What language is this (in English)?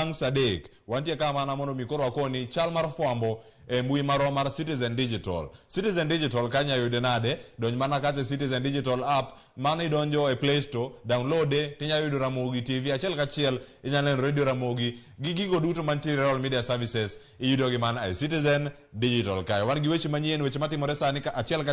Luo (Kenya and Tanzania)